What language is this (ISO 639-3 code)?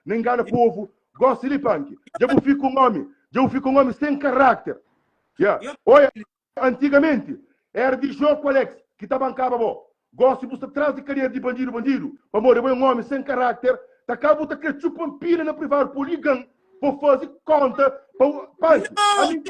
kea